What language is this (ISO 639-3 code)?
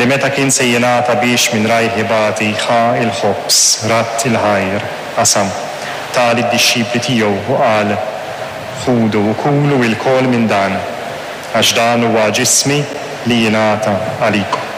mlt